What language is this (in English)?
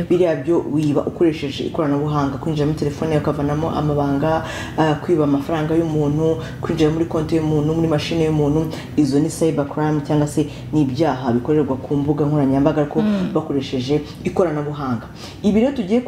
Kinyarwanda